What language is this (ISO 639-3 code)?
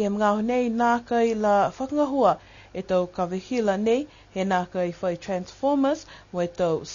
niu